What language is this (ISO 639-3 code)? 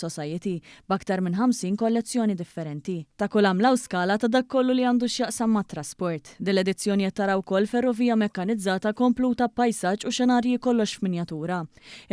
mlt